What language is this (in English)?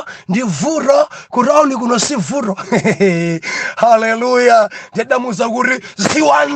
Nyanja